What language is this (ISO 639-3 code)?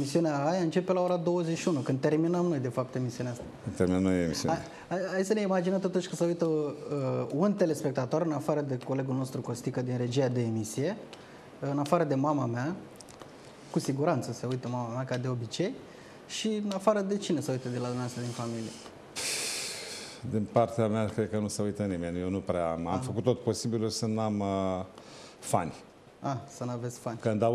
ron